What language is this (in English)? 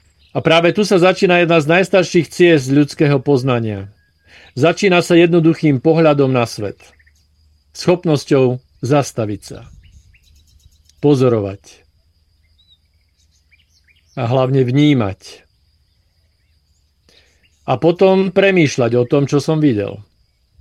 Slovak